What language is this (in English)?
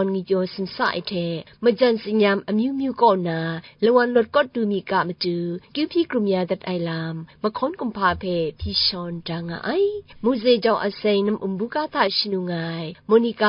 Kachin